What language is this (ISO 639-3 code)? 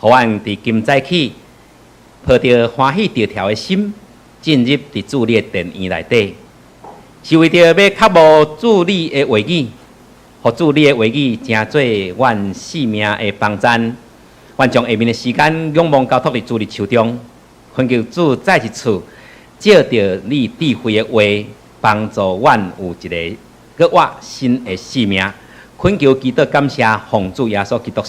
nan